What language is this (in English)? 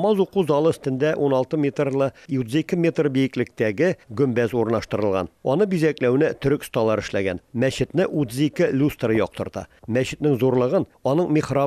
Tatar